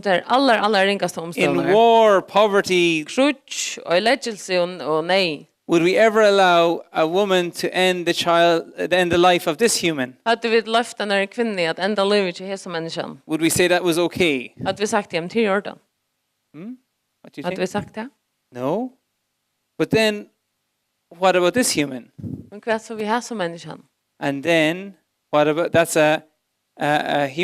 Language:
Faroese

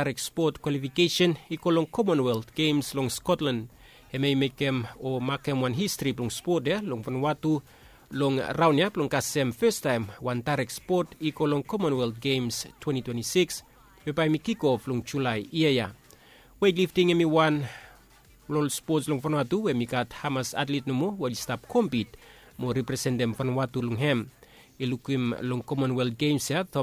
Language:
Bislama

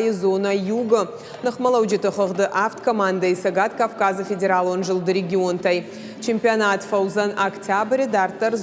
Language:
Ossetic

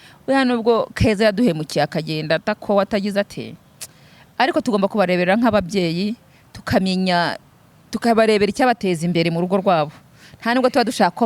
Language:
Kinyarwanda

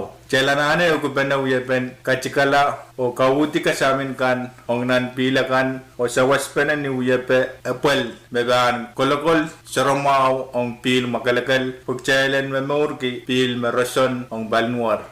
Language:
Pohnpeian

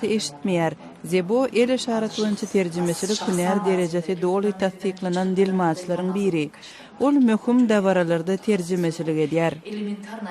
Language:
Turkmen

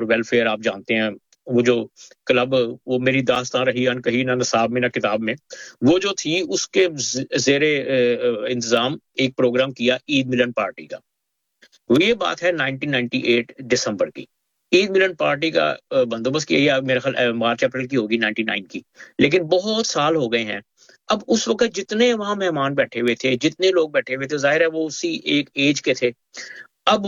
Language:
Urdu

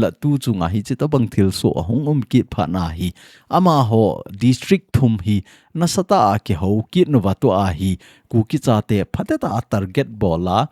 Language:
Thado Chin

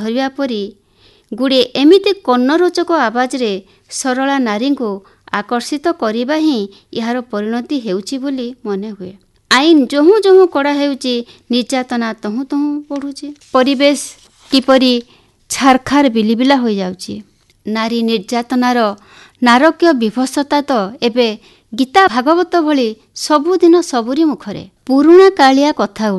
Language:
Odia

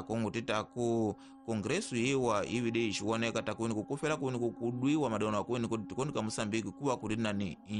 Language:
Tsonga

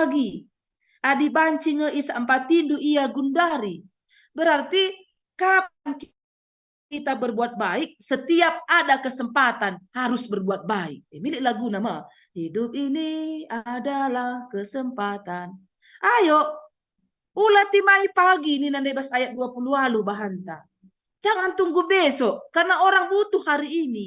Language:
Batak Karo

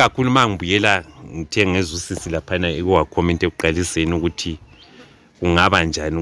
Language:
North Ndebele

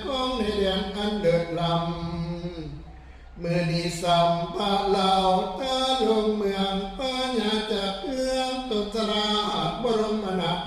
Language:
Northeastern Thai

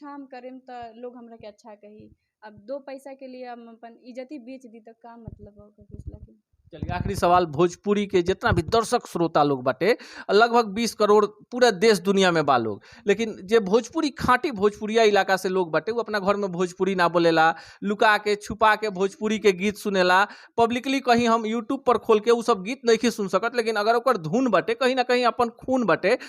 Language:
Bhojpuri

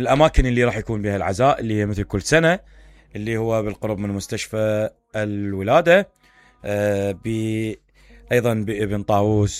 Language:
Mesopotamian Arabic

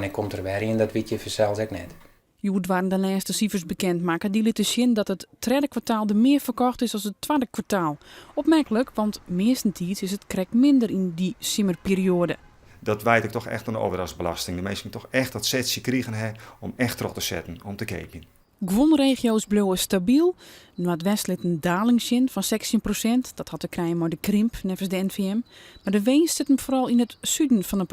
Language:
Western Frisian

